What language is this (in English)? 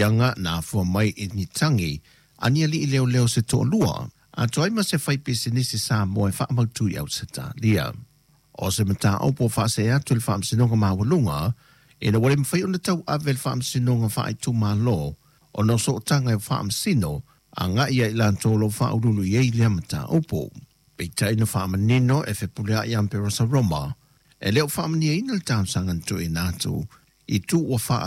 Samoan